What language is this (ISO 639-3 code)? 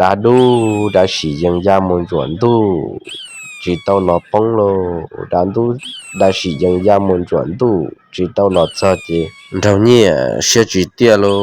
hmn